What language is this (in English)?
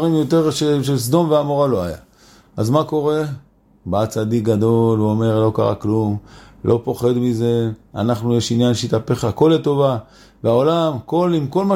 Hebrew